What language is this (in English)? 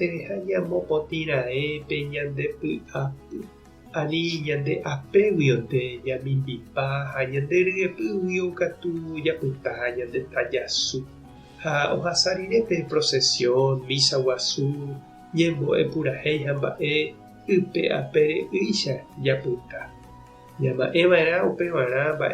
Guarani